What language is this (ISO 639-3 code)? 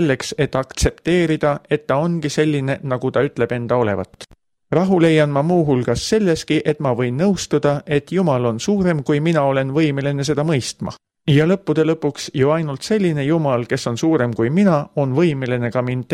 est